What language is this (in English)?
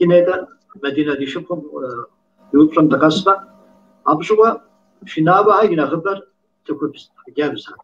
Kabardian